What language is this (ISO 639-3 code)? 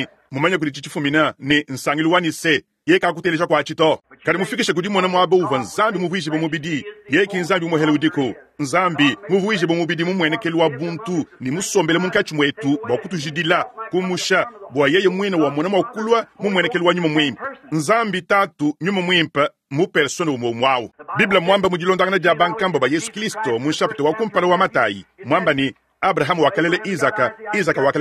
lua